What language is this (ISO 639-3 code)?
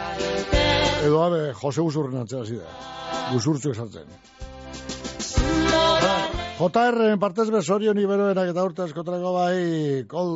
eus